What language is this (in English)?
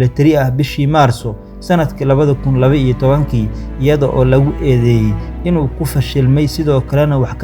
Somali